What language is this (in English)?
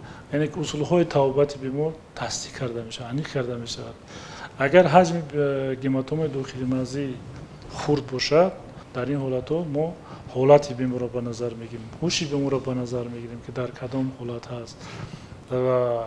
Tajik